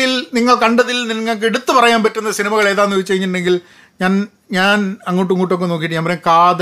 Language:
Malayalam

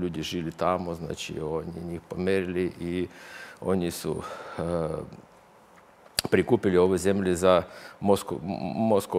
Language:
Serbian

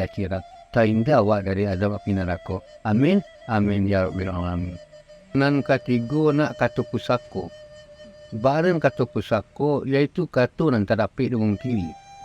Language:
Minangkabau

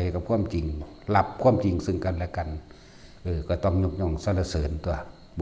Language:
Northeastern Thai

